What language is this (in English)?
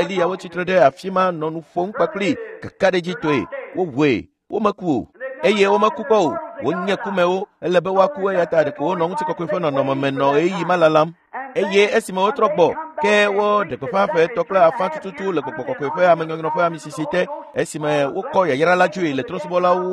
Ewe